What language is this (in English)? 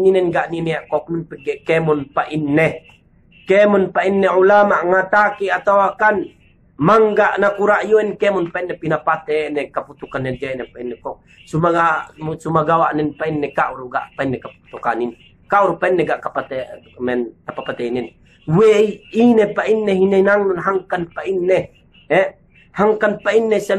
Yakan